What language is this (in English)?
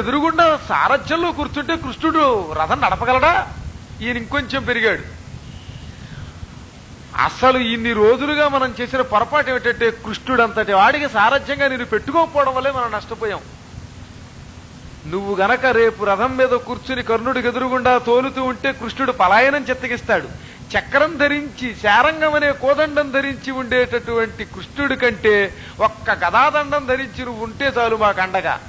Telugu